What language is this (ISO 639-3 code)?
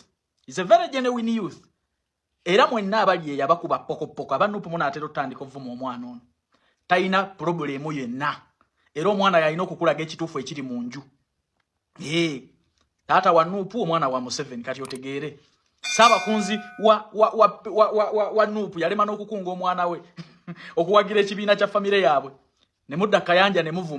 lug